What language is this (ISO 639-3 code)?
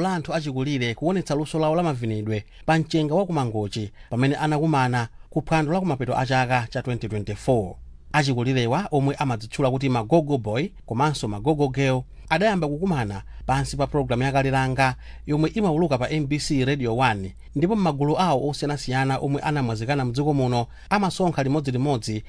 nya